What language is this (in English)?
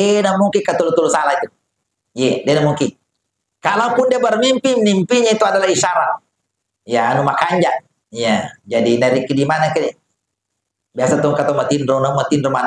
Buginese